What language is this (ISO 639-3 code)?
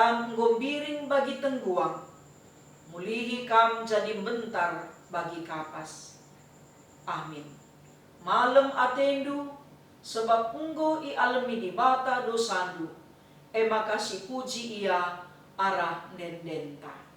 btx